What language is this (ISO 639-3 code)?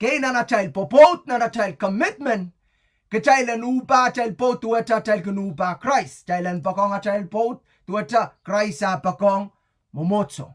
pon